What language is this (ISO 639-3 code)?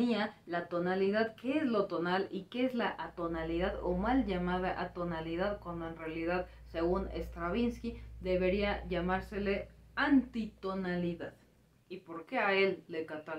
spa